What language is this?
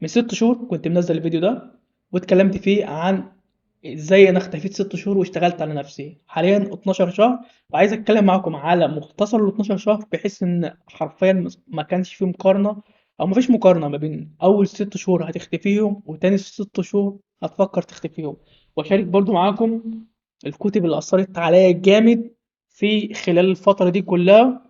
Egyptian Arabic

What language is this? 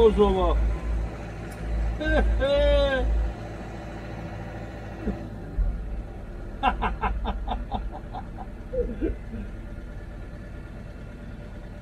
Hungarian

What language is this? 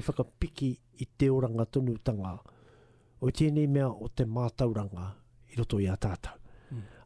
Māori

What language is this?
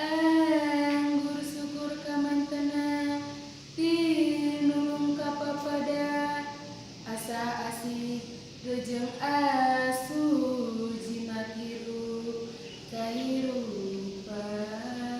Sundanese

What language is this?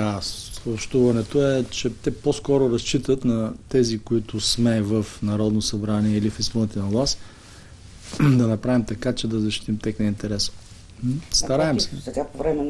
Bulgarian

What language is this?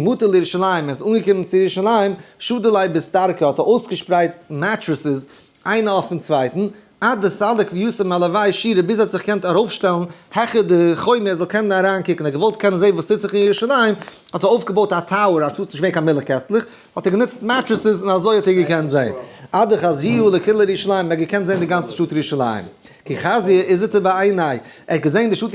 Yiddish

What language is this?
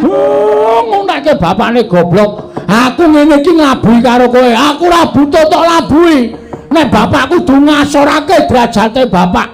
Javanese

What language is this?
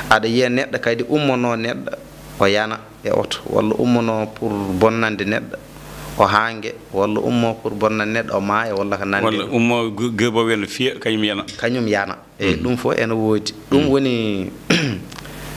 Fula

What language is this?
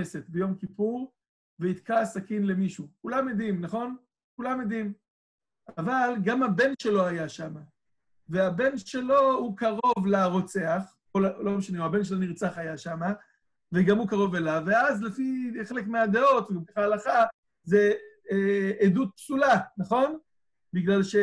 Hebrew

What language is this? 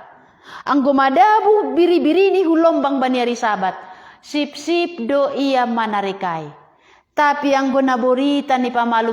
Batak Simalungun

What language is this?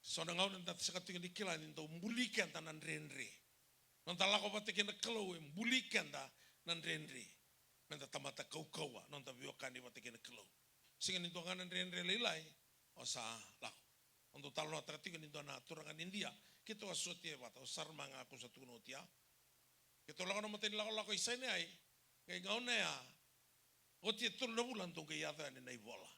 Fijian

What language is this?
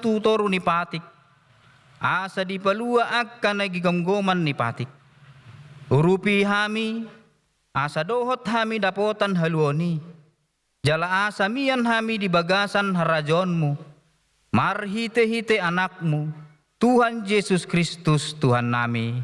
Batak Toba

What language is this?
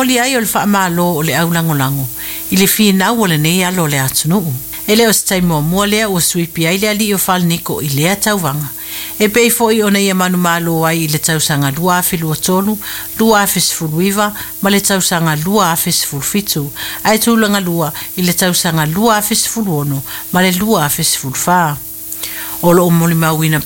Samoan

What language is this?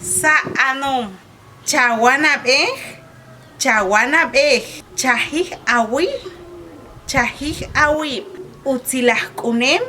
Achi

